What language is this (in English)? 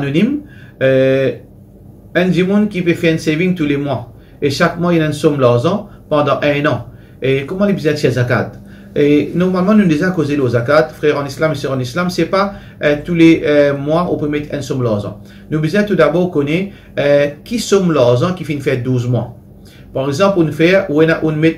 Morisyen